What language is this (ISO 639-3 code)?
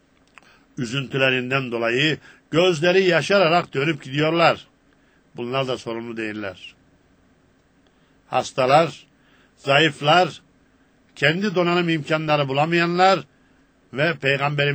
tur